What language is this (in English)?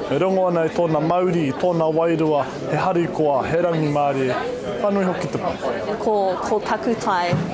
Māori